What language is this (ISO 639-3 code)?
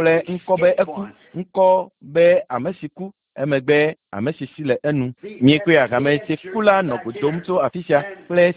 ewe